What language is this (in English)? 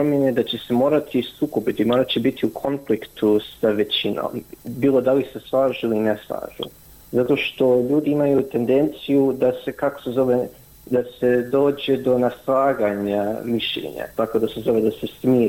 Bosnian